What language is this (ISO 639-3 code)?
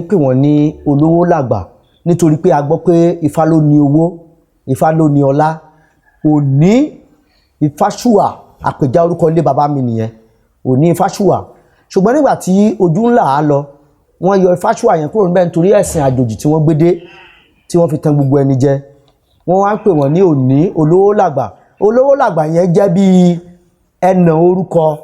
yor